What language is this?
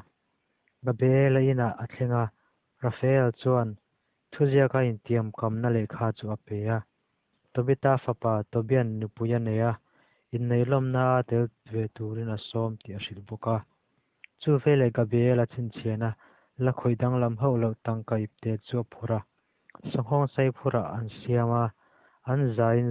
Mizo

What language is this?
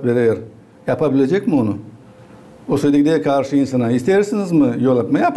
Gagauz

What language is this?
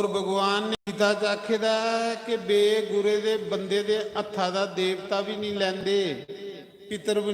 Dogri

